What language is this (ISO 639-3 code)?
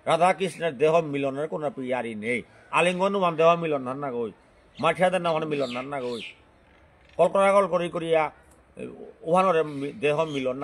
bpy